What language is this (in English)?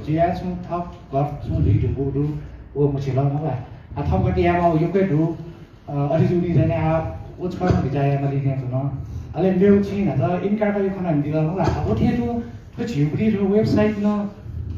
Newari